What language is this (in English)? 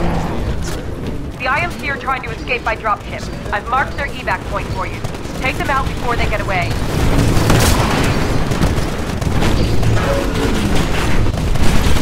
English